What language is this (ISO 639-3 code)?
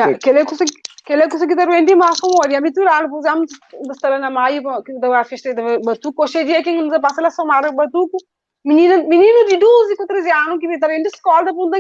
kea